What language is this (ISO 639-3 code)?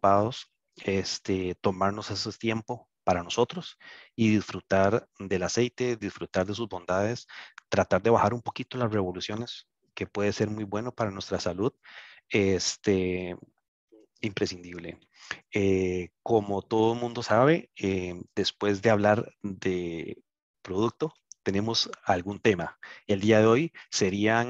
spa